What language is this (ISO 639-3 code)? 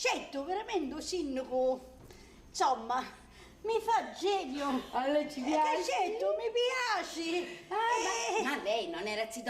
scn